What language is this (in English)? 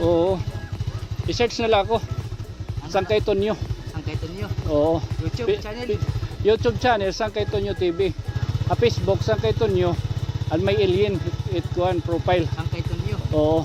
Waray